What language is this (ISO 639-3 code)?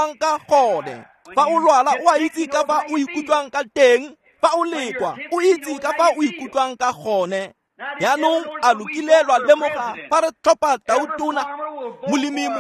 tsn